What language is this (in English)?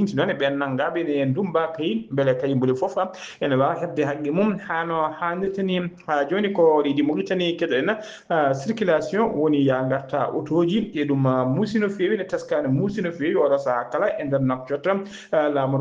Fula